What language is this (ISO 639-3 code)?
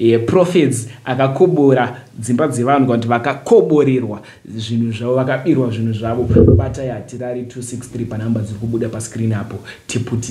sna